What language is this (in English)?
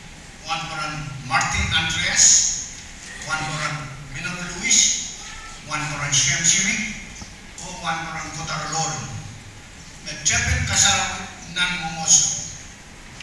Pohnpeian